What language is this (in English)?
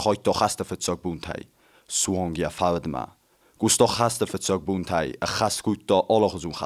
Ossetic